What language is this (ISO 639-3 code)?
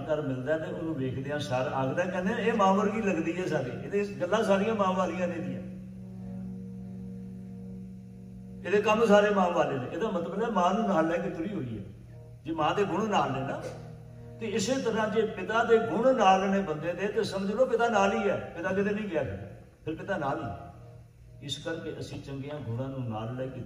pan